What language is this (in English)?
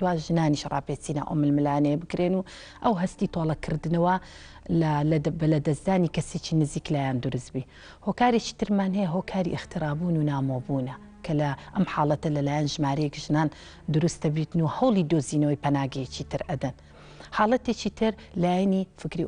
Central Kurdish